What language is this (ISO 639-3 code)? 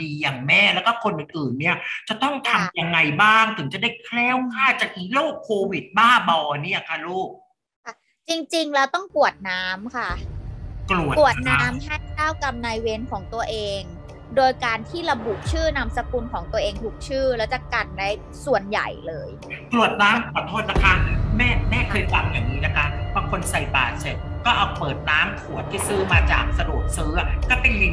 tha